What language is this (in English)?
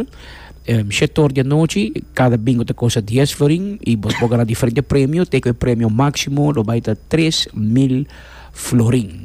Papiamento